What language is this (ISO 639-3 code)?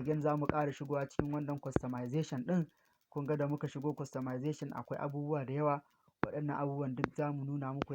hau